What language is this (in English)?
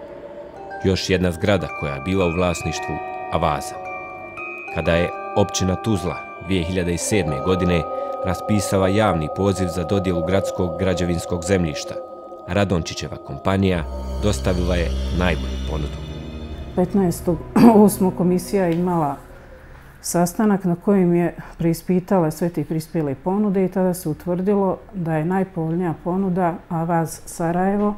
Bosnian